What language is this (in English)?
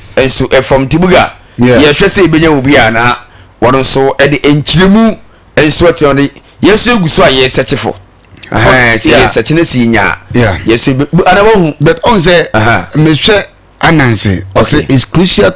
Akan